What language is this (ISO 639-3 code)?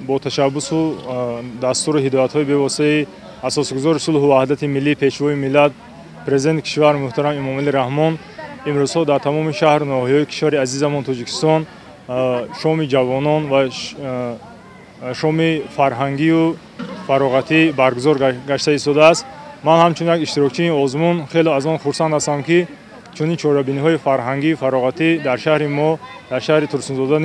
tgk